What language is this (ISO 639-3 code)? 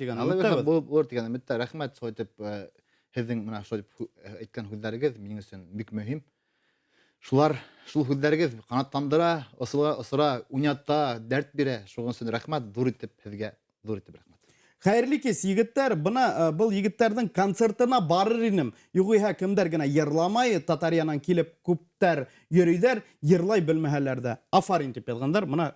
bak